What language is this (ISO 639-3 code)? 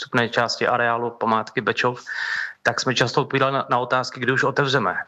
ces